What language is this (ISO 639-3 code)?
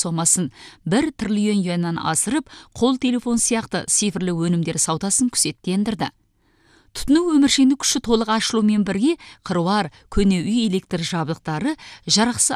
kaz